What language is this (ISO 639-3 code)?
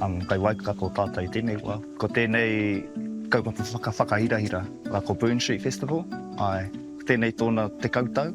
mri